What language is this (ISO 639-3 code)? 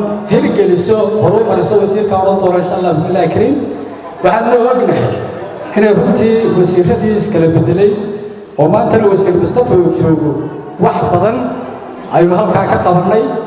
som